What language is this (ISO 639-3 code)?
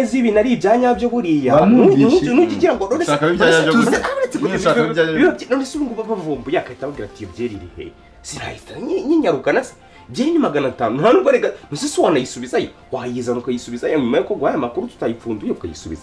kin